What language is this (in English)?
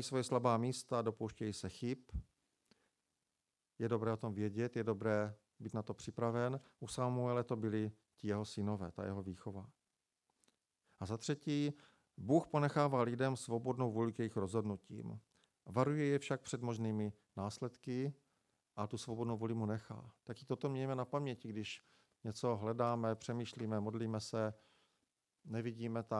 Czech